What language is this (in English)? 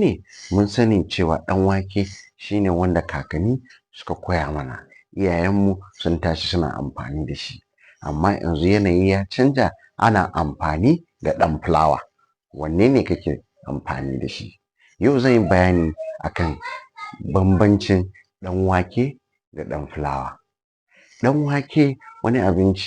Hausa